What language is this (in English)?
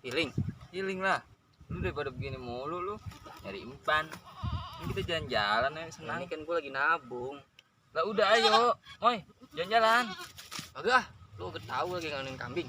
Betawi